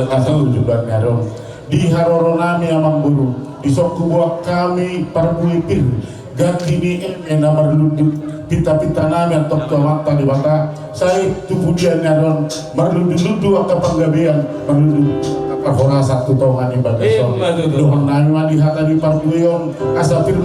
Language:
Batak Toba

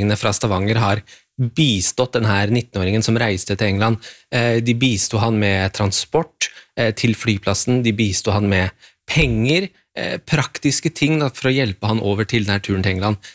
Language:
Norwegian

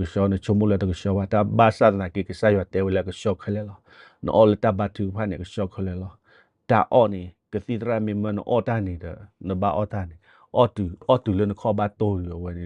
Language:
S'gaw Karen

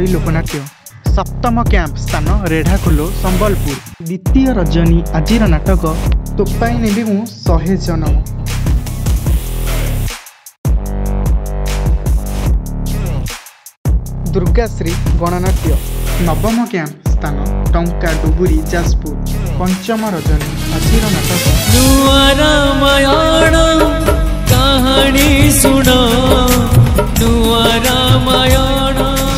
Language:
Odia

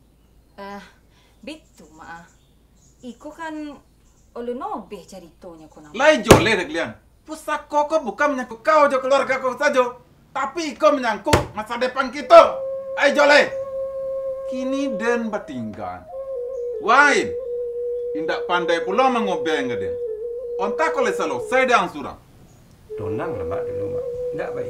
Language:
Minangkabau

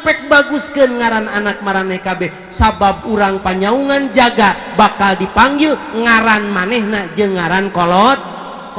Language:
Sundanese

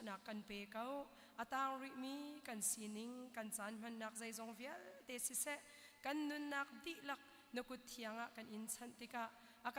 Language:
Hakha Chin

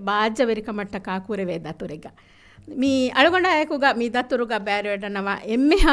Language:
Divehi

